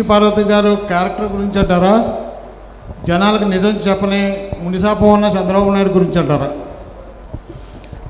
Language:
Telugu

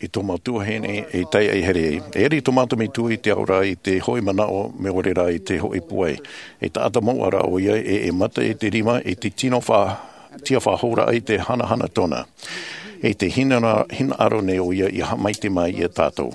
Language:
Tahitian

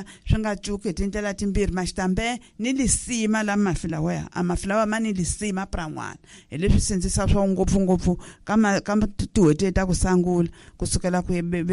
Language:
Tsonga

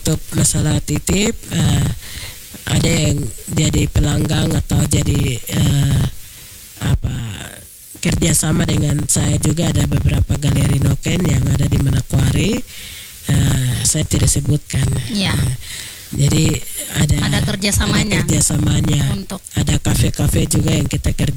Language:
Indonesian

